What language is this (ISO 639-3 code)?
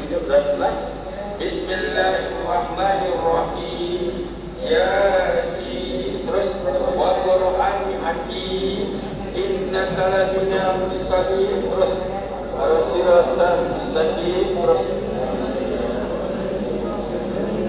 msa